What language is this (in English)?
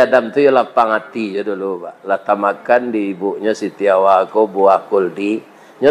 Minangkabau